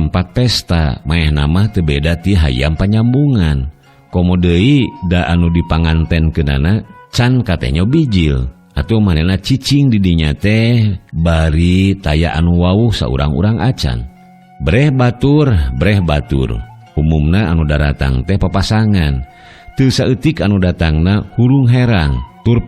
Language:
Sundanese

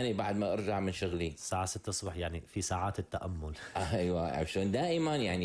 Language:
North Levantine Arabic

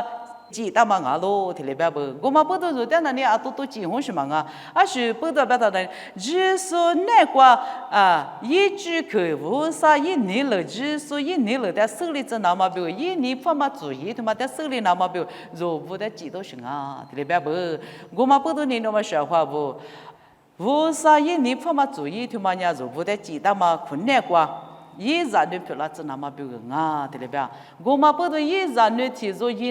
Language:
Lisu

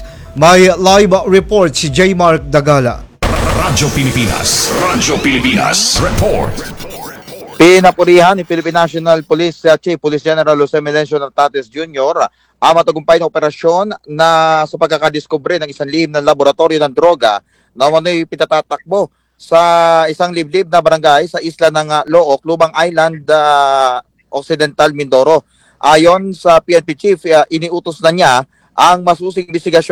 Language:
Filipino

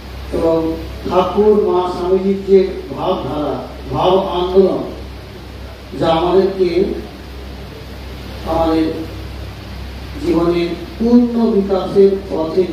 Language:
Bangla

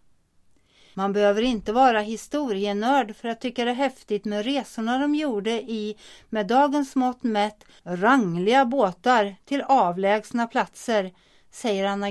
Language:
Swedish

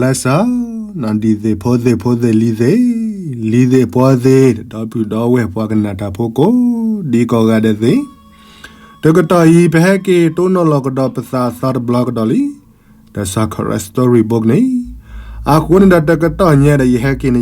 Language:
S'gaw Karen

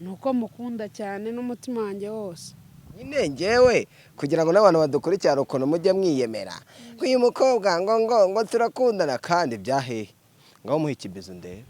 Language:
Kinyarwanda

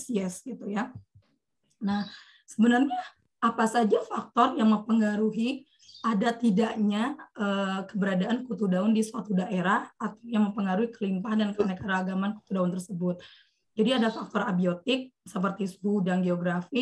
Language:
Indonesian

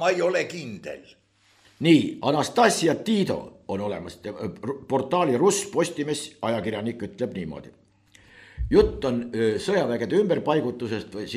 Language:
Estonian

